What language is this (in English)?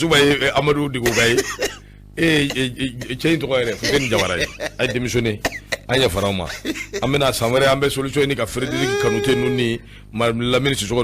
Bambara